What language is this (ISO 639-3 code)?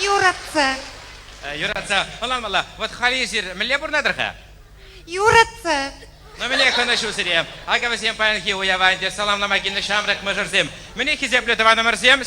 chv